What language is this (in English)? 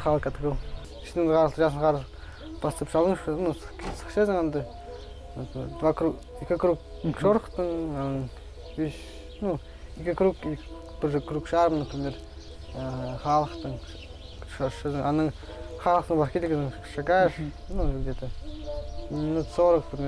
Khakas